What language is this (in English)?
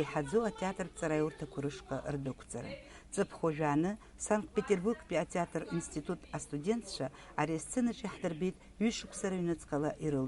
Abkhazian